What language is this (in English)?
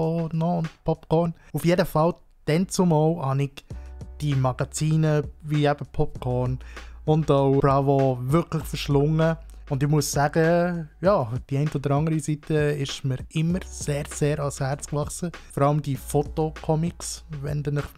Swiss German